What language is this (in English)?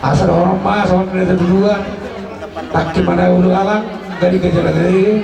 Batak Toba